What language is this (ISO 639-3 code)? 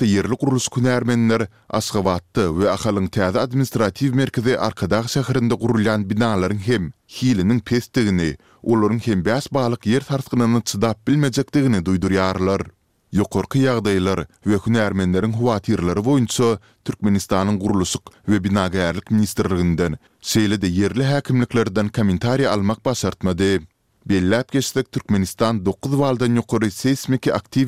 tuk